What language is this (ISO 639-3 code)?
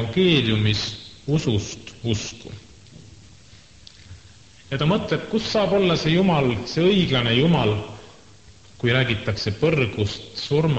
est